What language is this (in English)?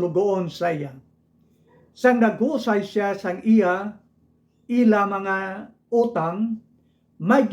Hiligaynon